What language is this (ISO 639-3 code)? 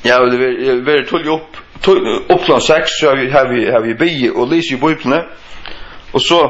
fao